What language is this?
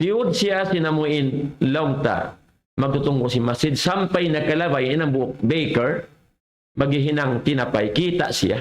Tausug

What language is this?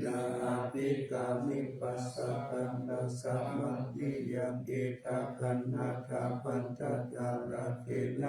Pali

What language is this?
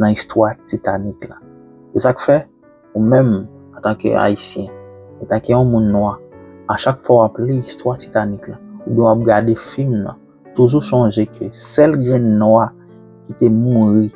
Haitian Creole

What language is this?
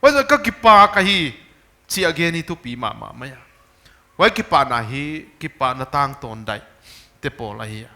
Paite Chin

